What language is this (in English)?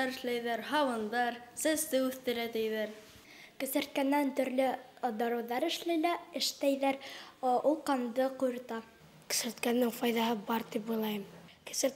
Bashkir